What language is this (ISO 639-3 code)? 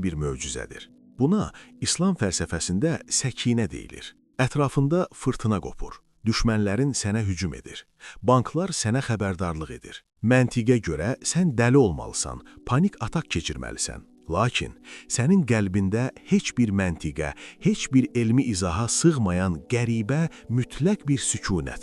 aze